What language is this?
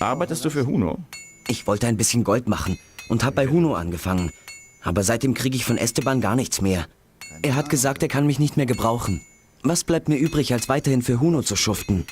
Bavarian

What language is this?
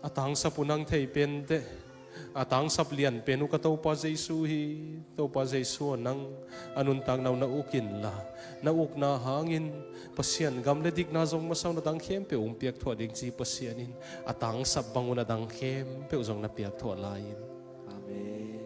Tedim Chin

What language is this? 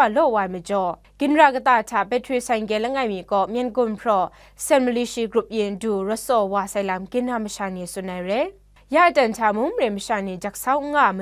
Kachin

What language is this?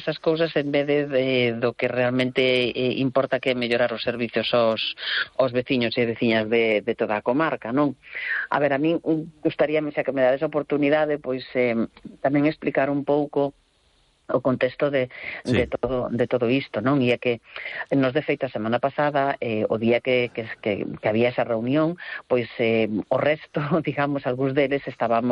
Galician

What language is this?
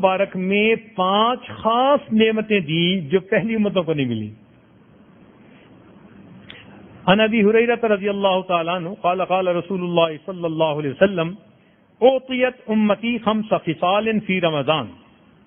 Urdu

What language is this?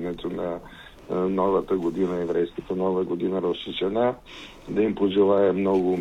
Bulgarian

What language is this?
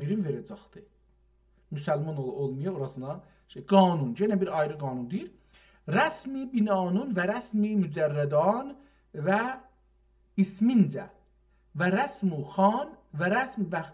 South Azerbaijani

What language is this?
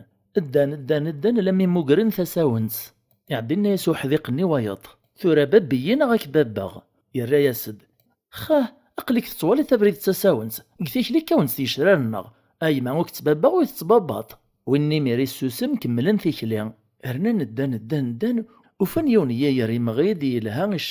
Kabyle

